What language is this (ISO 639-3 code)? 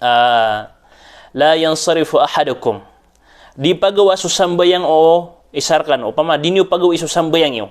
mrw